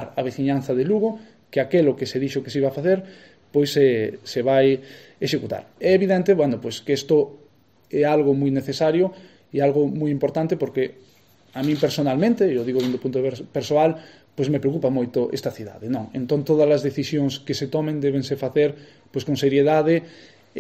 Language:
Galician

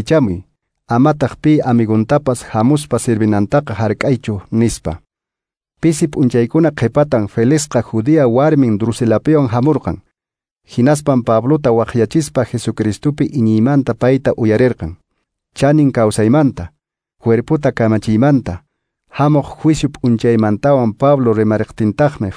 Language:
Quechua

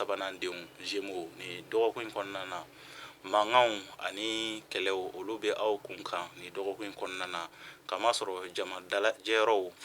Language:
Bambara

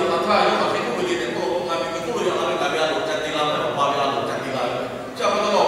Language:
Lahu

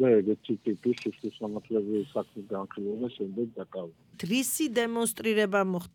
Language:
Georgian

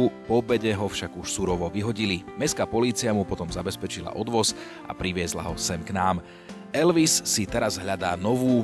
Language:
Slovak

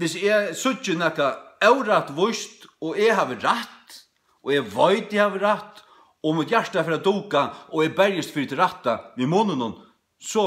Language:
Faroese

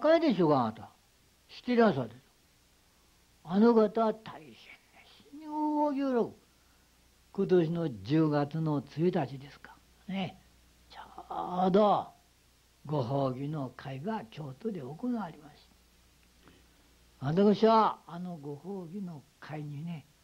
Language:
Japanese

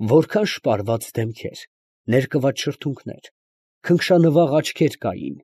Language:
Armenian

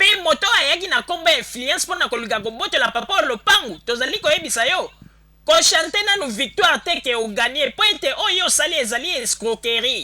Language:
Lingala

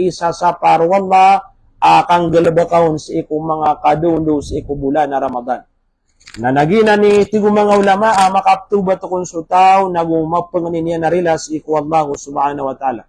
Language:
Maranao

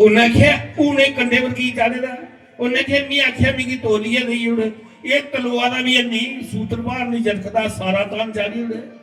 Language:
Dogri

